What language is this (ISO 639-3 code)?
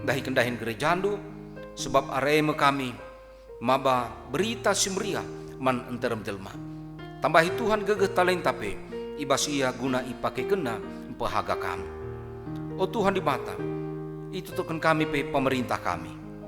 btx